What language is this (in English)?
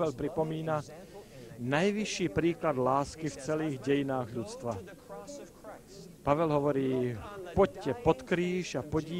Slovak